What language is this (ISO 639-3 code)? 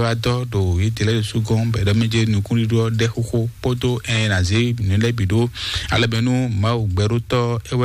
fon